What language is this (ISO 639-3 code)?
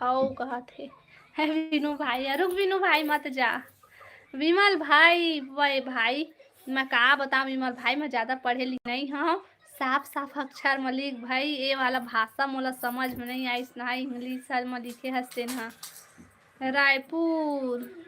hne